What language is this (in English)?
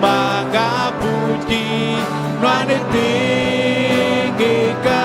Iban